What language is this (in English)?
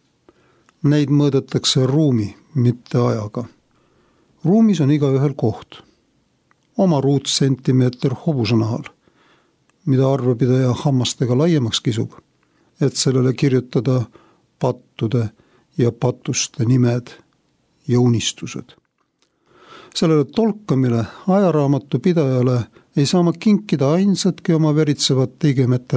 Estonian